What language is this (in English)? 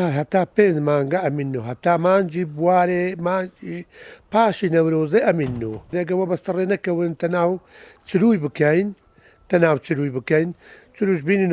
Central Kurdish